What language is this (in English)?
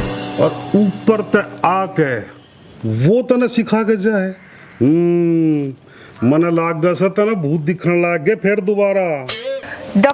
Haryanvi